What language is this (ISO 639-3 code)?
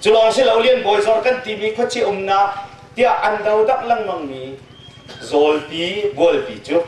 cnh